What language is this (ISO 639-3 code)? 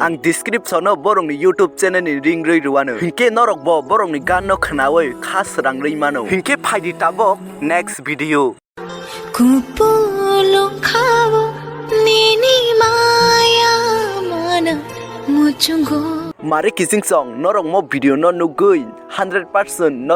trp